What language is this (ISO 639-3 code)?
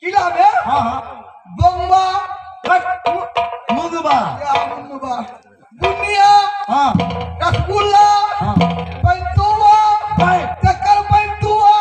mai